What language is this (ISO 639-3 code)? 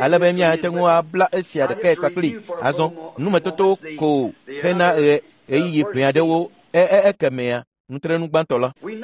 ewe